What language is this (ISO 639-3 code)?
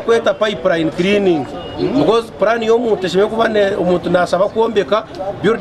nyn